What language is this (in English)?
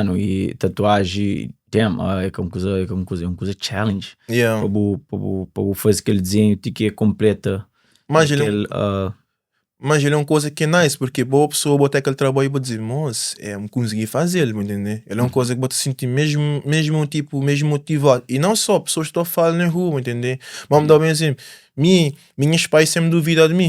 Kabuverdianu